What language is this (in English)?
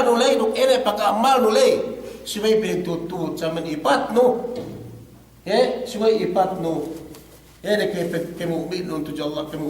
Yakan